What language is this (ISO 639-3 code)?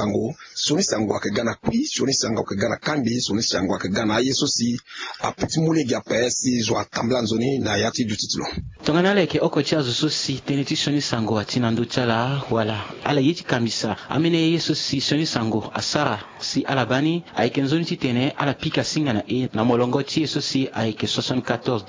sag